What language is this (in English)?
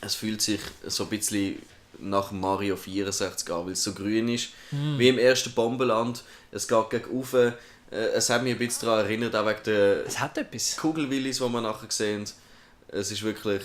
Swiss German